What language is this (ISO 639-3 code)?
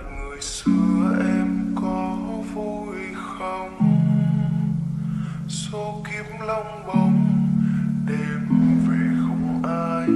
vie